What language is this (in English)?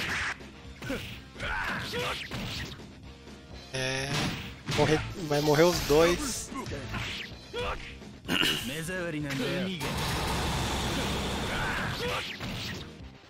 Portuguese